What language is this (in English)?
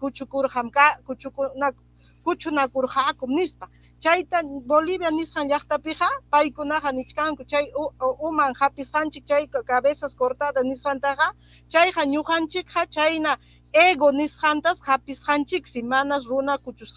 Ayacucho Quechua